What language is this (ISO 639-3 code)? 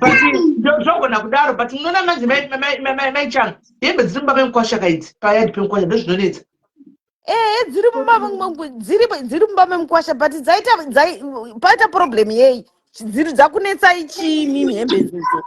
sna